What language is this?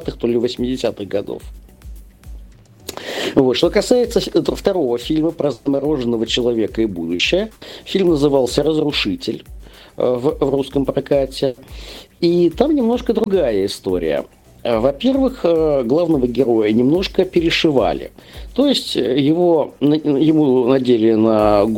Russian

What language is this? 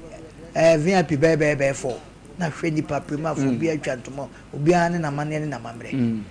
Akan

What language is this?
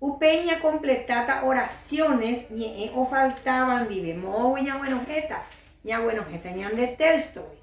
Guarani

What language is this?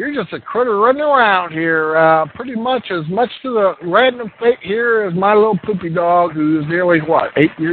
English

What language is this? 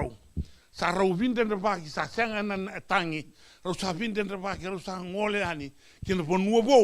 Fijian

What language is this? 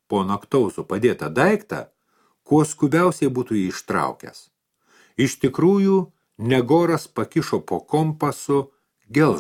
Lithuanian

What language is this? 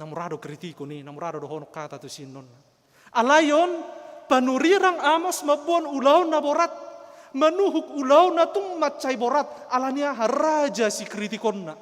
Batak Toba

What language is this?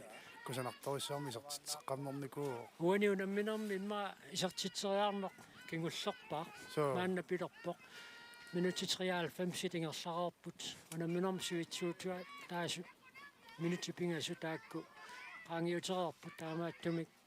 Kalaallisut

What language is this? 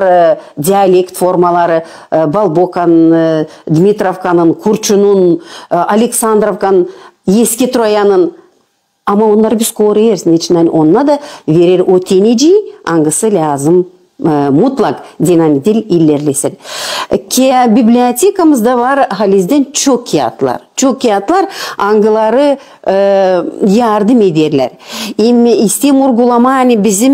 Gagauz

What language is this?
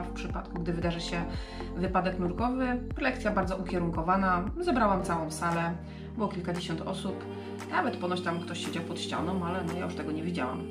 Polish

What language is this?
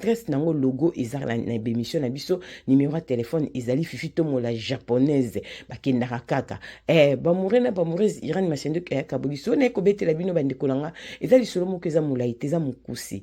Lingala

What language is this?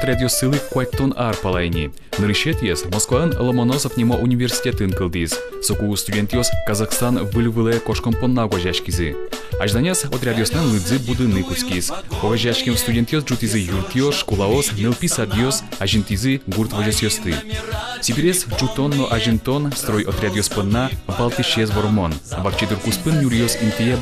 Udmurt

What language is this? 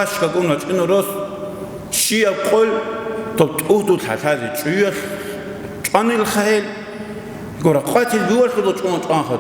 Avaric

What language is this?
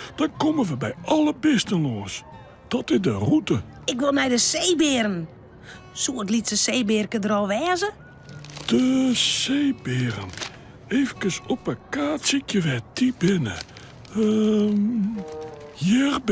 Western Frisian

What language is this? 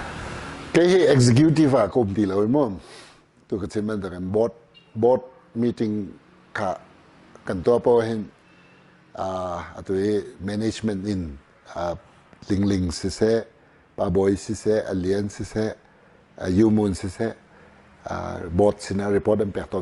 Hakha Chin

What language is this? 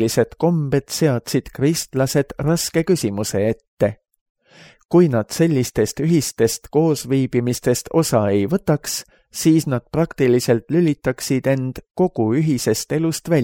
Estonian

